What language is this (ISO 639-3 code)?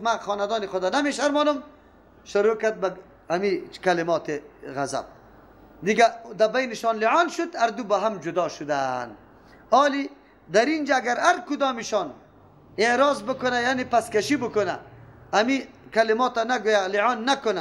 fas